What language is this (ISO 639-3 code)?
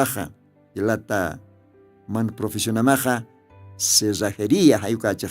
aym